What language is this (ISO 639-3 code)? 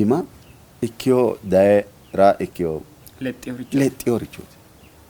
sid